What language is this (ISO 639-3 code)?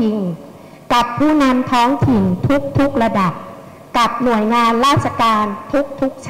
tha